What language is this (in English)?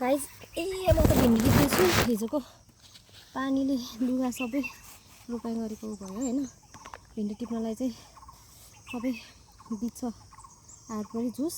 Nepali